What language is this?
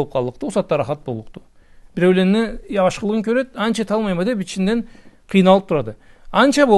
Karachay-Balkar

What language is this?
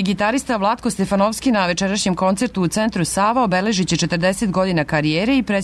Serbian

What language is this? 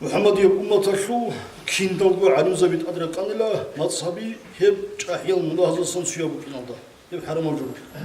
Avaric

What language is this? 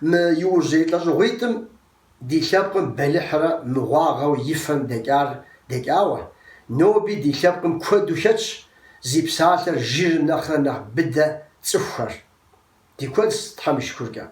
Kabardian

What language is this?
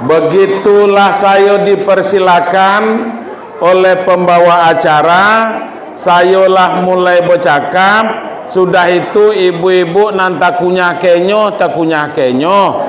Minangkabau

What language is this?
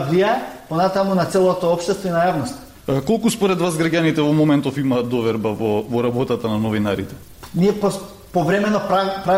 Macedonian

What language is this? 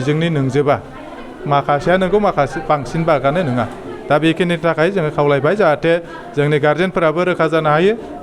Bodo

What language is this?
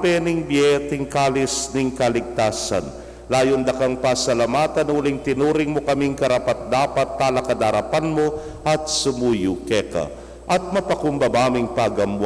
Pampanga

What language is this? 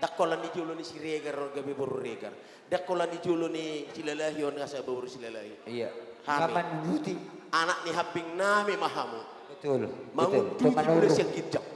Batak Toba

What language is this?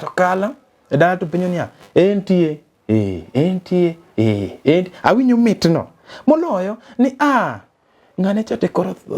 Luo (Kenya and Tanzania)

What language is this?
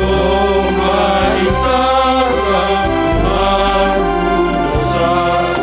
Batak Simalungun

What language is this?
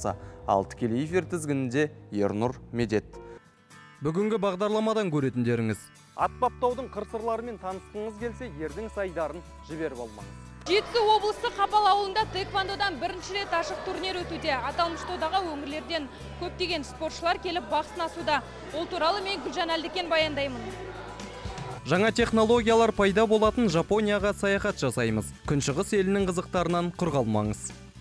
Kazakh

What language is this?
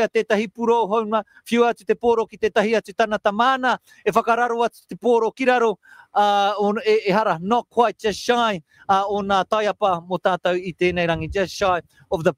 Māori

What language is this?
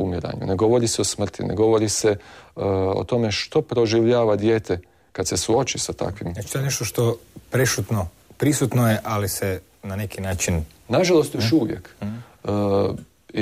Croatian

